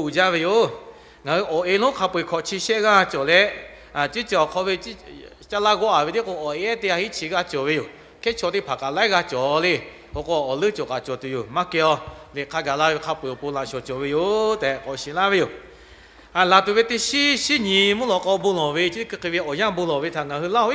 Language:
Lahu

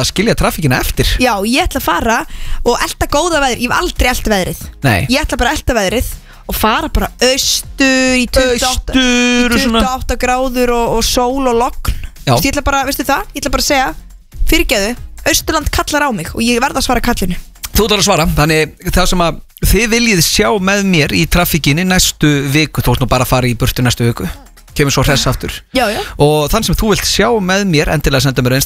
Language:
Icelandic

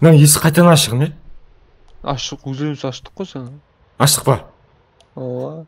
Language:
Kara-Kalpak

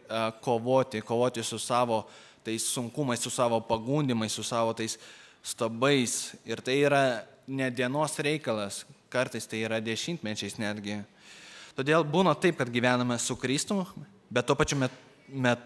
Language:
Lithuanian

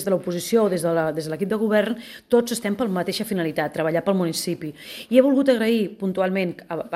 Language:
Catalan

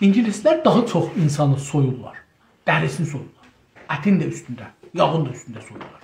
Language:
South Azerbaijani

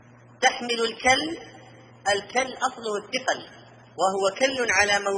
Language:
Arabic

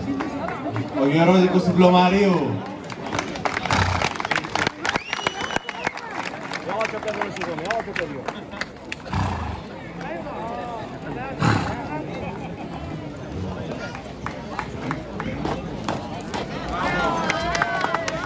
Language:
Greek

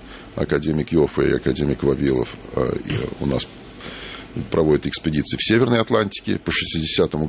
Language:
Russian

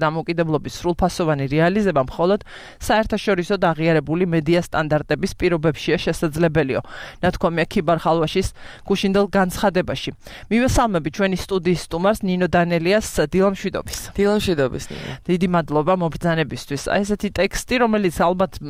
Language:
Georgian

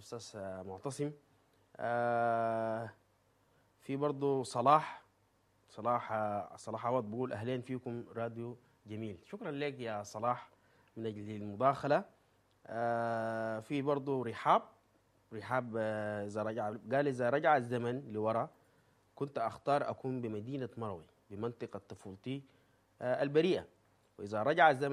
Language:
Sudanese Arabic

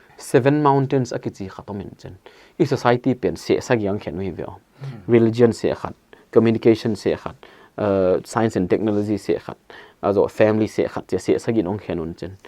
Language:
Paite Chin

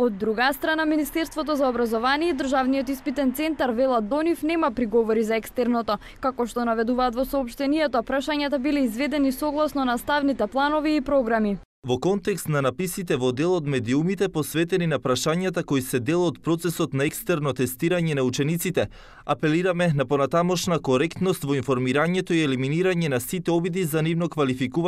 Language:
Macedonian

